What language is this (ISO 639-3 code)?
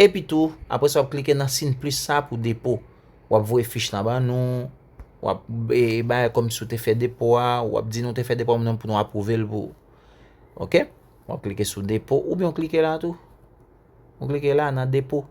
hat